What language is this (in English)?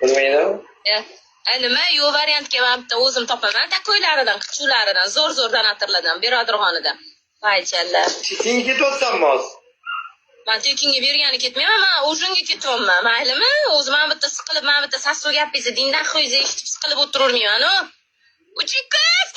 Uzbek